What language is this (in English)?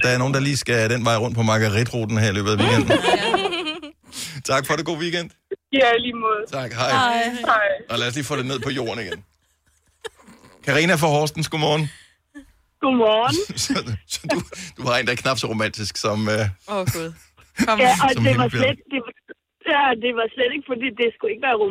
Danish